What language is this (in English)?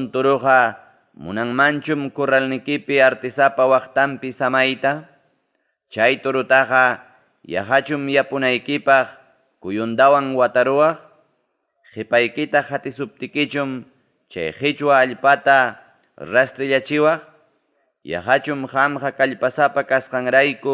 Ayacucho Quechua